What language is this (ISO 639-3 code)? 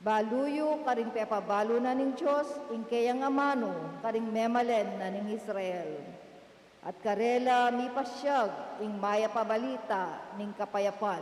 pam